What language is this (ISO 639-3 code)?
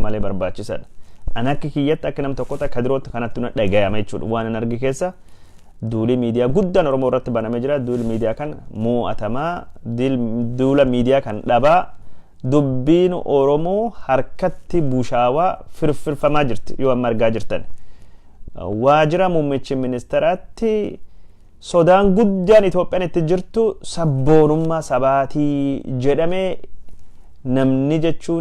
orm